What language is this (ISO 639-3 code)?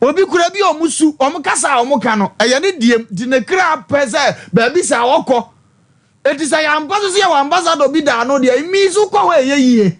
aka